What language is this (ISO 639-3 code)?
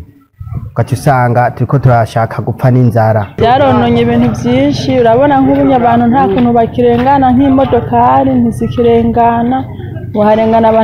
run